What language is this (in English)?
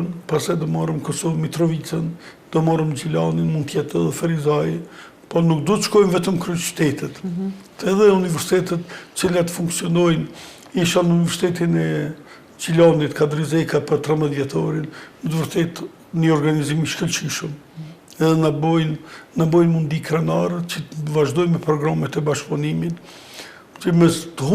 Albanian